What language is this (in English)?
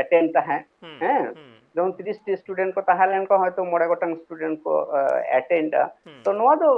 Santali